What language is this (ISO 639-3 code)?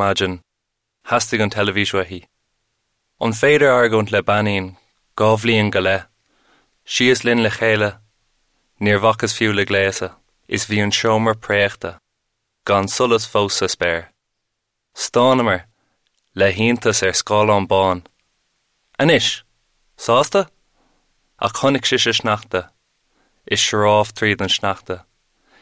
gle